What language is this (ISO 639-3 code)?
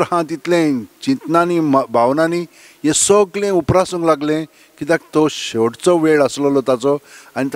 kok